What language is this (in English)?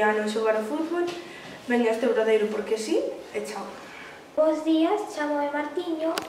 Galician